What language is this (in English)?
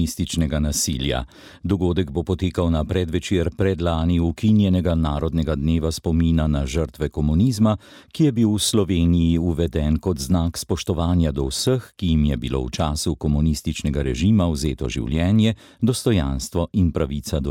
Slovenian